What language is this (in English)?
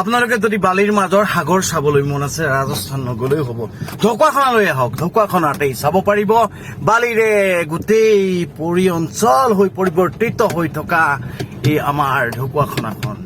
Assamese